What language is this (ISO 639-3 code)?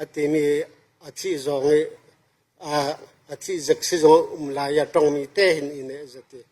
cfm